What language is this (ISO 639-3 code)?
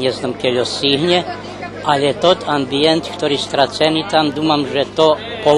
rue